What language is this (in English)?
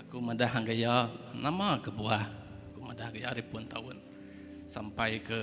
Iban